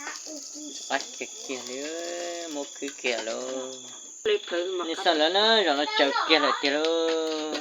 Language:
Hmong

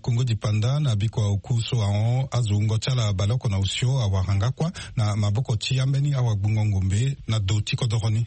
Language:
Sango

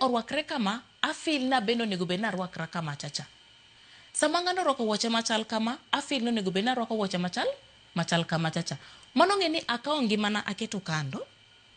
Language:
Luo (Kenya and Tanzania)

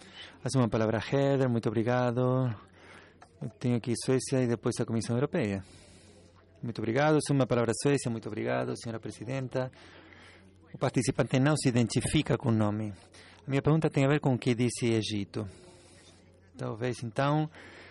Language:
Portuguese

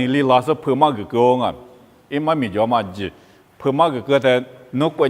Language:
Lisu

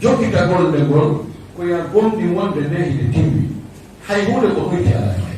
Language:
Fula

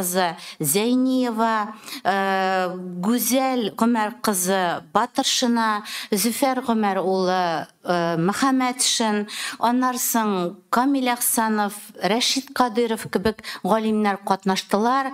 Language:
Tatar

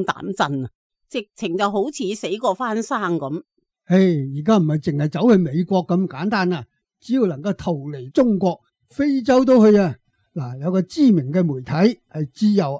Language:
Cantonese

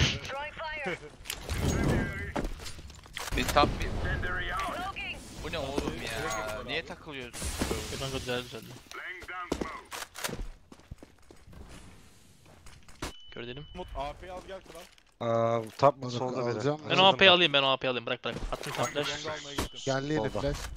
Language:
Turkish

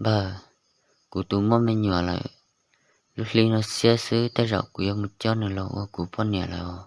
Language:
Hmong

